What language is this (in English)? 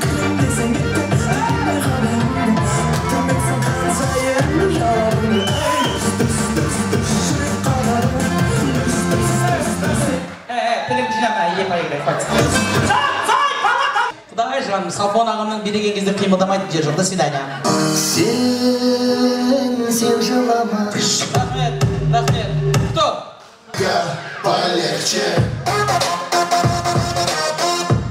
Kazakh